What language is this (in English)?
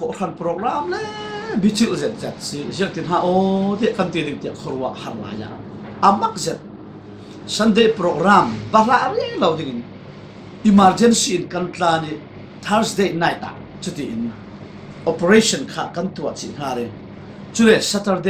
Falam Chin